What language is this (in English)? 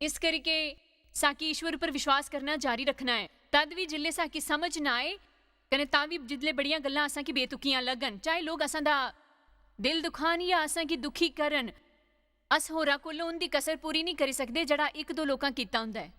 Dogri